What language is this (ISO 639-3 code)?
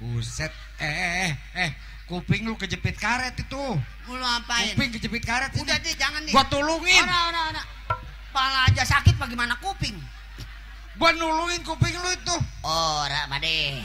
bew